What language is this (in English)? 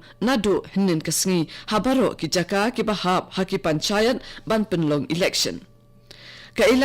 Khasi